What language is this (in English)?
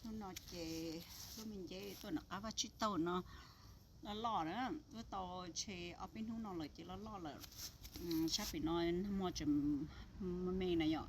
Hmong